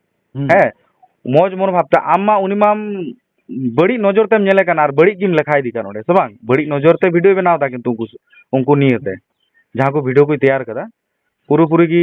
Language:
Santali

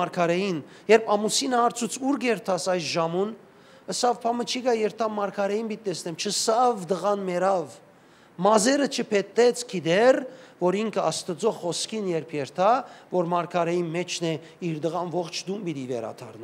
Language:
Western Armenian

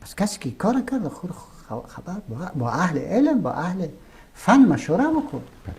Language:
Persian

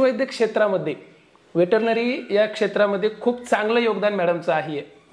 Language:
Marathi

